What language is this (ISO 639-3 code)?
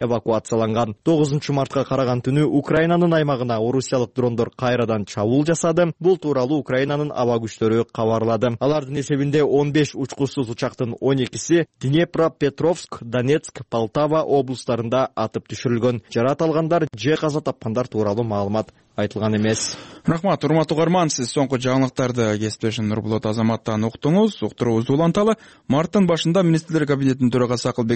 kir